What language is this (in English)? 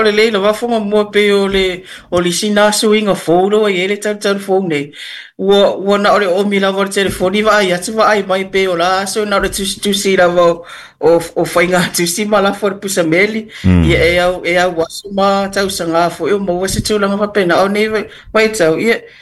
Samoan